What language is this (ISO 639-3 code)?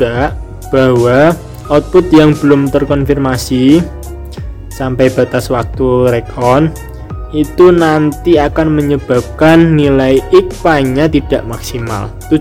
ind